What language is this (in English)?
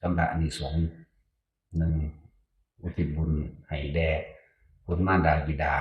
Northeastern Thai